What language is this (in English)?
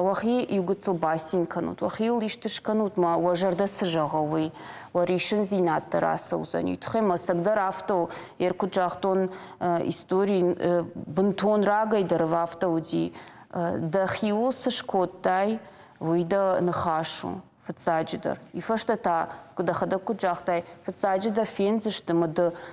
Ossetic